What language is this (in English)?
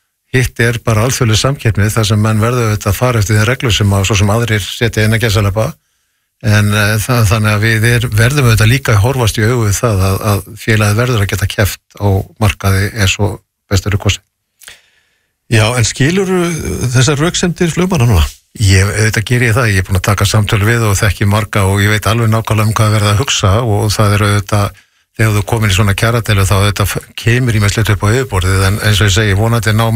Icelandic